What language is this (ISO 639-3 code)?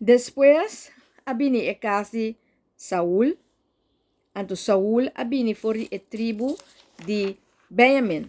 pap